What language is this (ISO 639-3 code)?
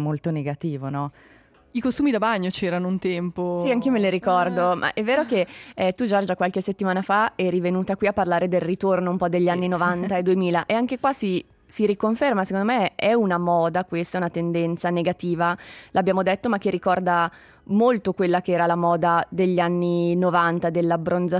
ita